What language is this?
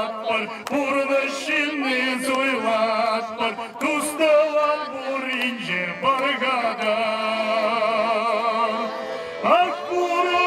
Chuvash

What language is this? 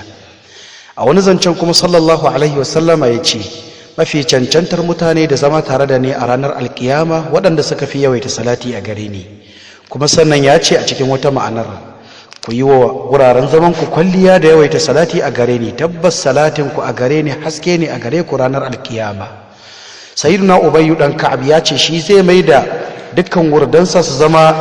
Hausa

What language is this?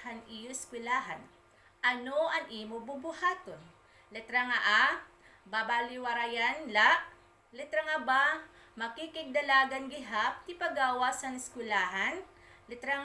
Waray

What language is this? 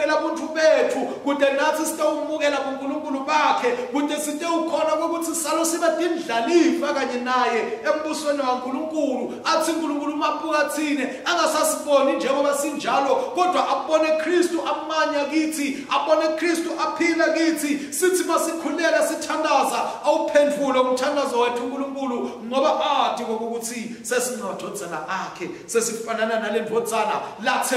Swati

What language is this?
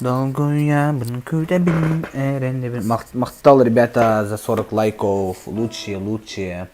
Yakut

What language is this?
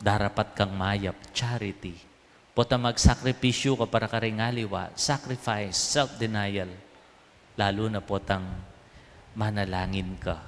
Pampanga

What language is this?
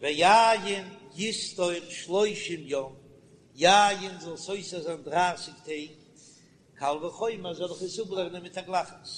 Yiddish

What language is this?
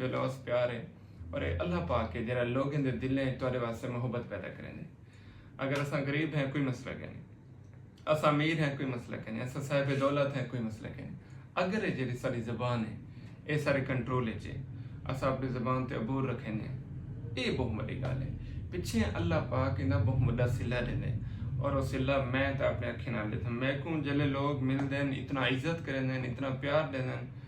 Saraiki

